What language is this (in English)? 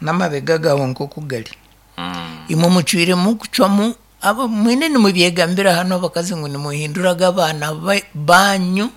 Nyankole